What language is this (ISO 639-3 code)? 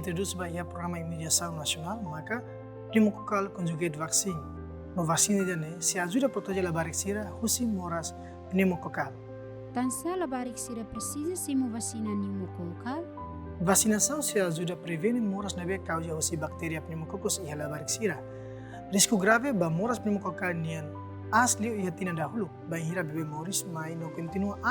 tet